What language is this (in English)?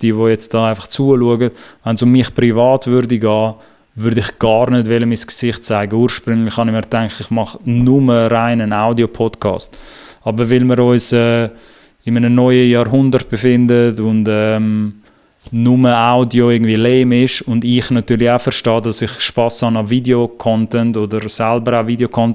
Swiss German